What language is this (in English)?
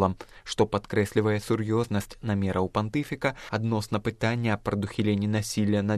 Belarusian